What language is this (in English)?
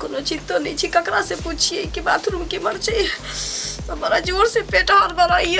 Maithili